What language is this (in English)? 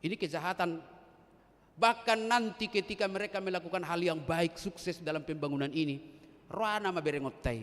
Batak Toba